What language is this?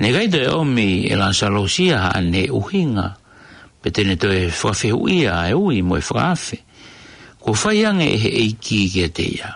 Tongan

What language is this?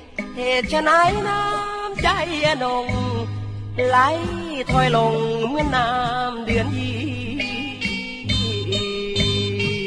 Thai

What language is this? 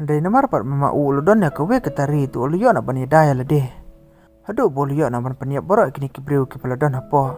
Khasi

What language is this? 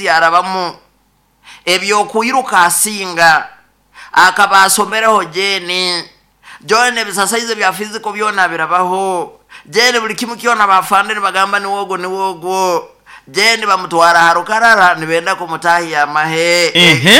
Nyoro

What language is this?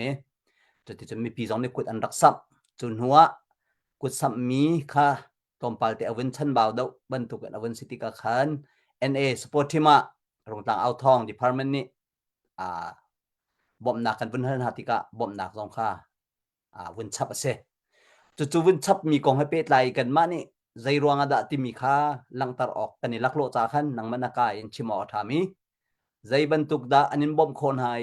Hakha Chin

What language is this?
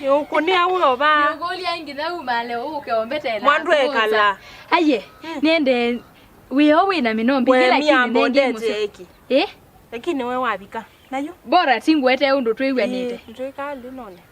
Kamba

